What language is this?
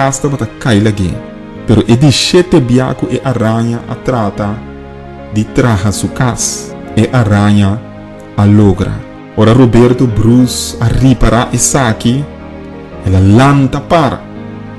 Papiamento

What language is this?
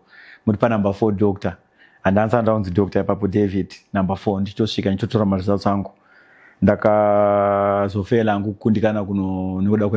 Shona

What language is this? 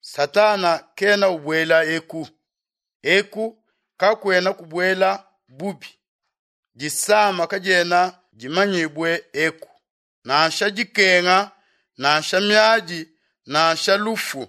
Luba-Lulua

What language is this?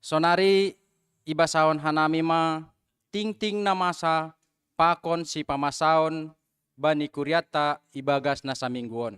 Batak Simalungun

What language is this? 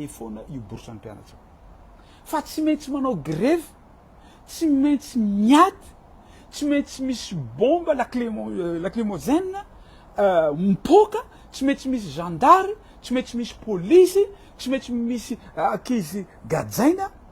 Malagasy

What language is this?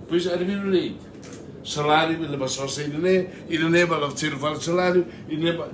Tetum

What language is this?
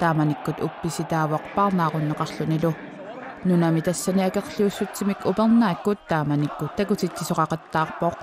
Kalaallisut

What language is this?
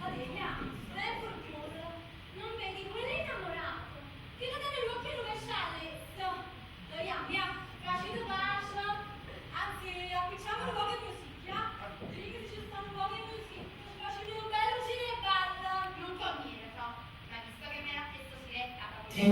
Neapolitan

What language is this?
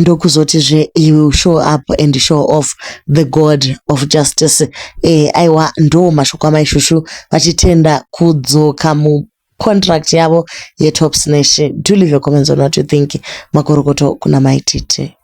Shona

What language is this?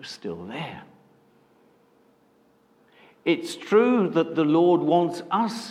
English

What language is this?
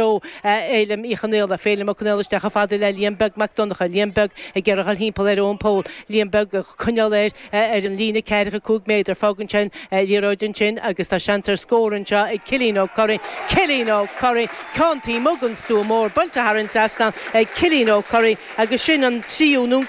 Irish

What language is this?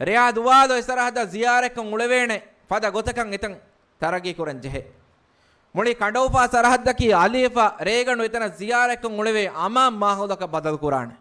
Divehi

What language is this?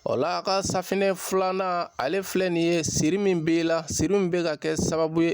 Bambara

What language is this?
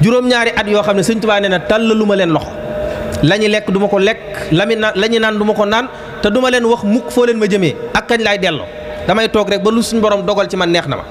Wolof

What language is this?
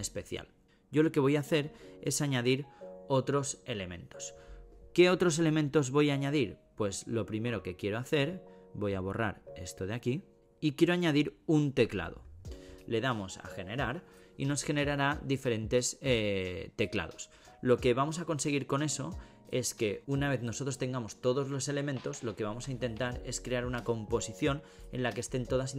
Spanish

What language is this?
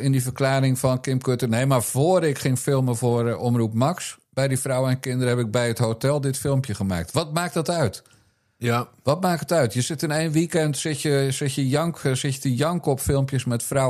Dutch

